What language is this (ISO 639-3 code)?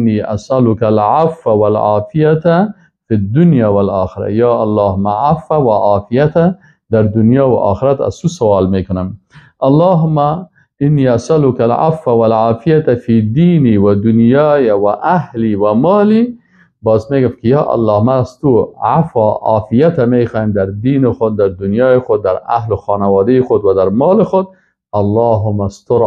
fas